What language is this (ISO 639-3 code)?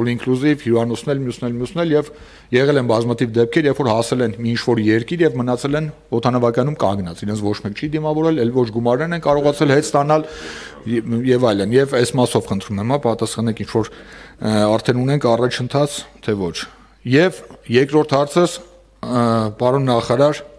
hye